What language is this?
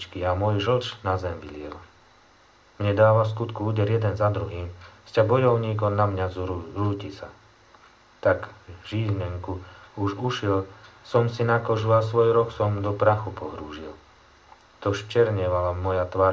Slovak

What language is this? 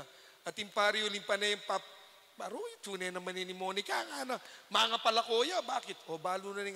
Pampanga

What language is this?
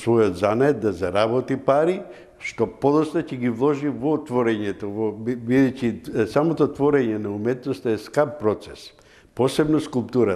Macedonian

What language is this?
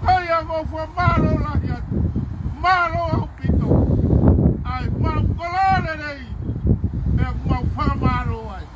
Tongan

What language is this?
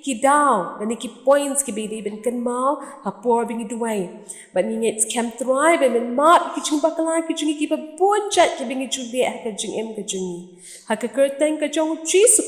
Khasi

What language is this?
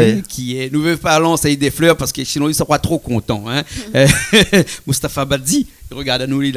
Réunion Creole French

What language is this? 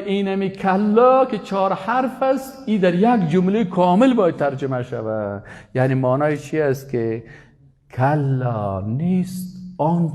Persian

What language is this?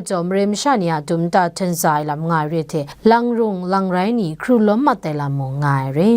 Kachin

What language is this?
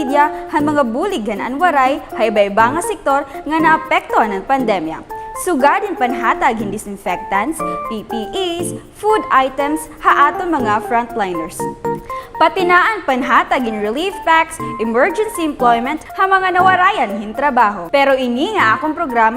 Waray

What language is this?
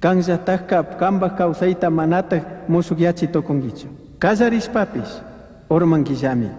Chimborazo Highland Quichua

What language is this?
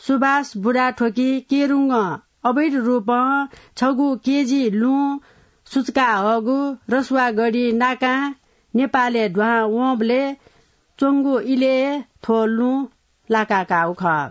Newari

